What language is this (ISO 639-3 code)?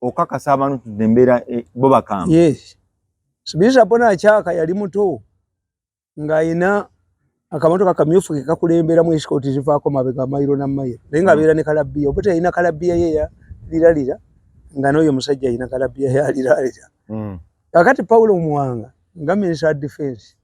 lug